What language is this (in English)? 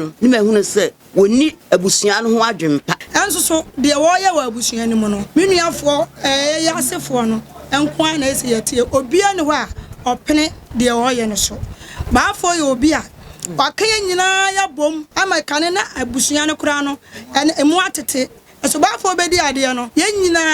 Akan